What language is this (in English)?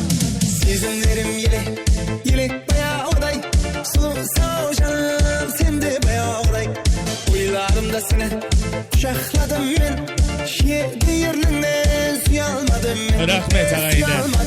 Kara-Kalpak